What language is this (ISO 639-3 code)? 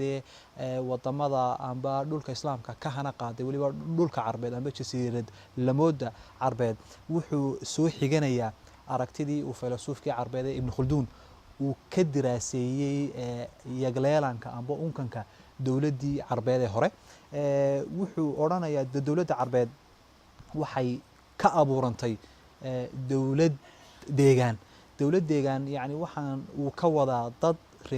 som